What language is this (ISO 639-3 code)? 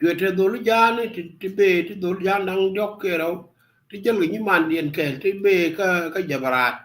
nus